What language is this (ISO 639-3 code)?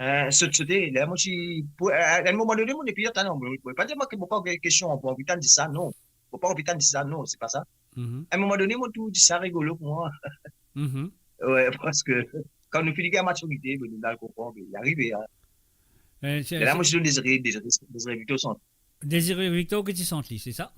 mfe